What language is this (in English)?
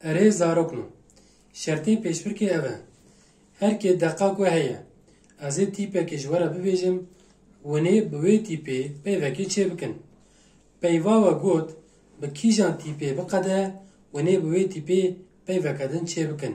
Kurdish